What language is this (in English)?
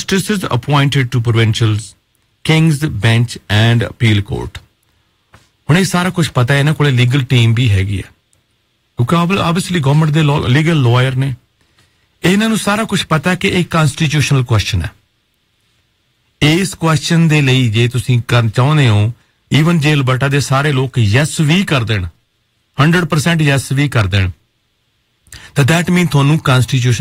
Punjabi